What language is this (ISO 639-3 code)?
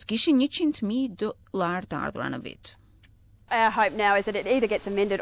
sqi